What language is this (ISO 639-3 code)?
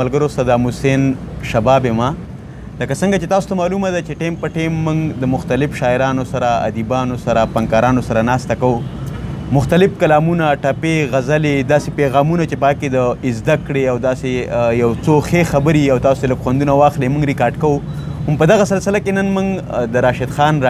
pus